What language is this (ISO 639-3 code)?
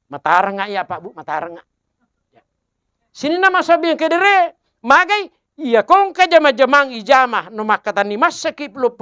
bug